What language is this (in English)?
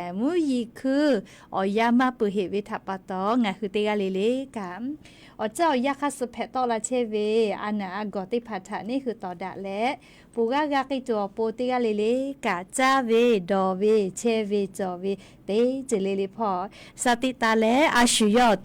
Lahu